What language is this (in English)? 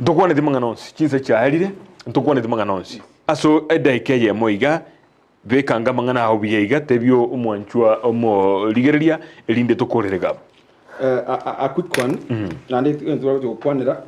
Gusii